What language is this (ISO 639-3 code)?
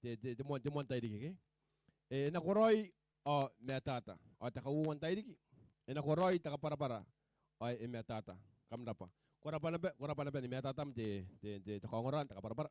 gil